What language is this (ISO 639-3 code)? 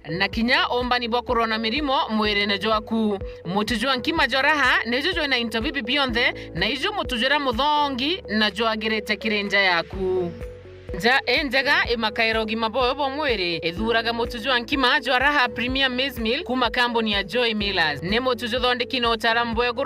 mer